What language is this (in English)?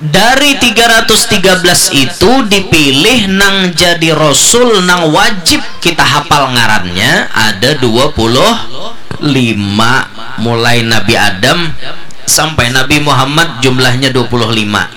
Banjar